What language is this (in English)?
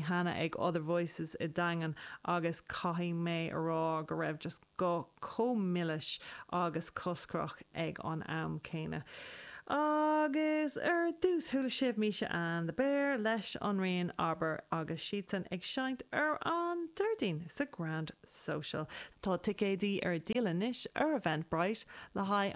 Irish